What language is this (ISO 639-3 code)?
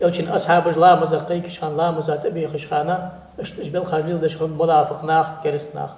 inh